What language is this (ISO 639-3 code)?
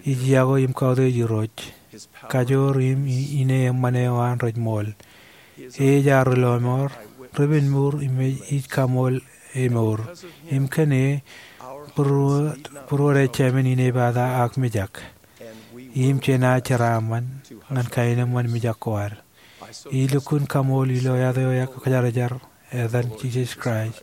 mah